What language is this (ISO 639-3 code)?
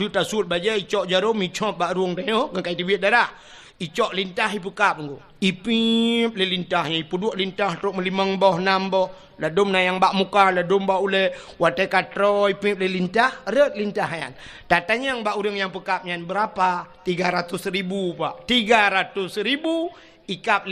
ace